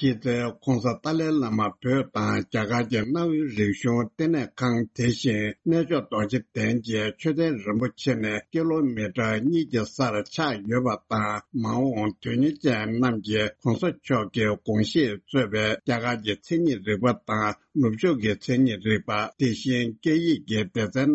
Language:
Tibetan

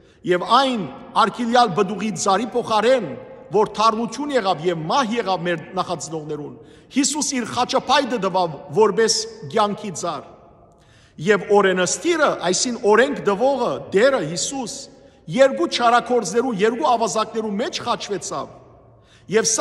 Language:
Western Armenian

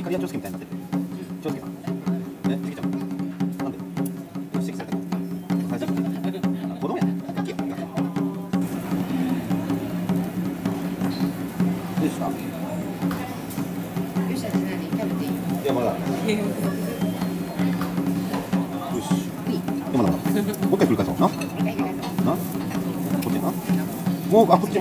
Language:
Japanese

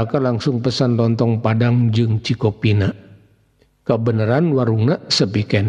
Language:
Sundanese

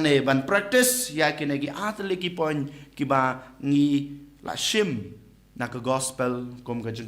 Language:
Khasi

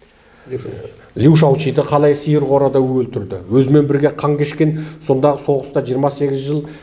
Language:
Kazakh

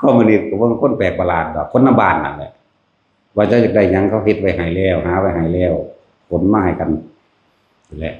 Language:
Northeastern Thai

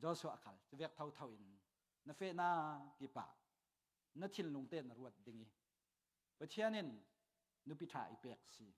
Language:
Falam Chin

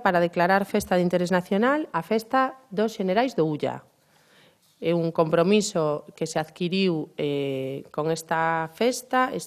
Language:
Galician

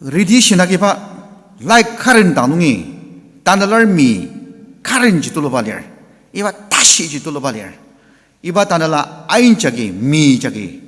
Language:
Ao Naga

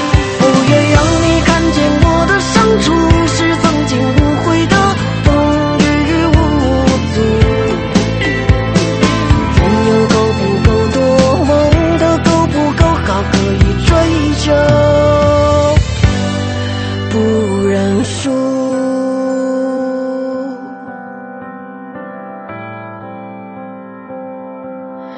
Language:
Chinese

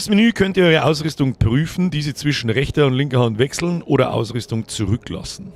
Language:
Bavarian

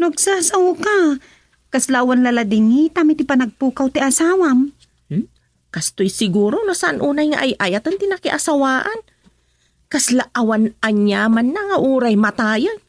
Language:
Iloko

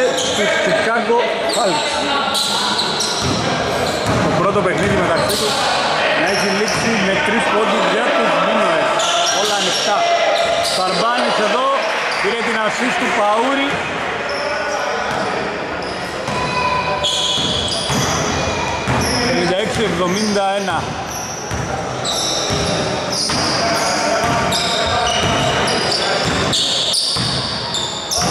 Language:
Greek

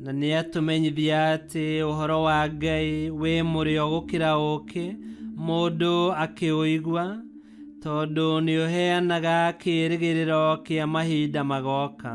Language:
Kikuyu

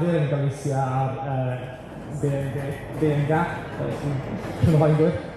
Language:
Welsh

